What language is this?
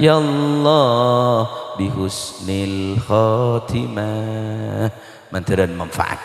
Madurese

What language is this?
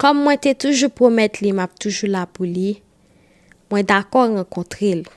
Haitian Creole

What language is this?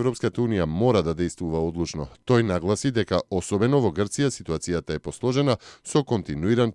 Macedonian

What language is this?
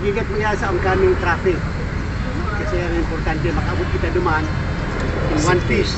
Bikol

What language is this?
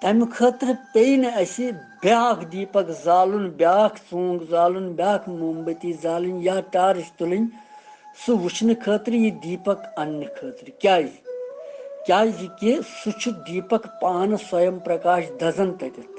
Kashmiri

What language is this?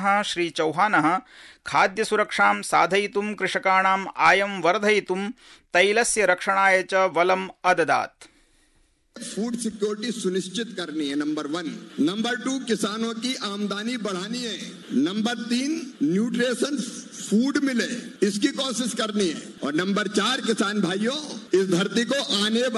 Sanskrit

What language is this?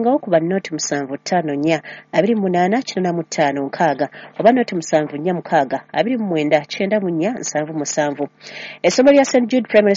Ganda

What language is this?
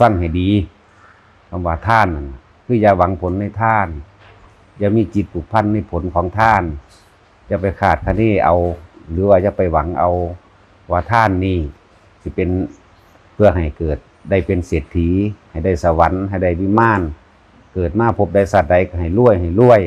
Northeastern Thai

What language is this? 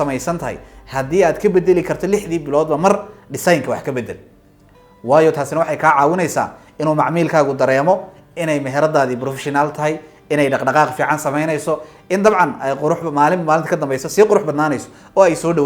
Somali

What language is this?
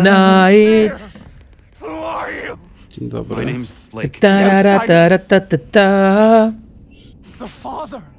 Polish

